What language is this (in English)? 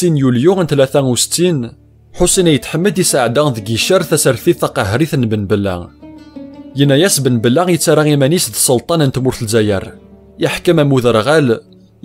Kabyle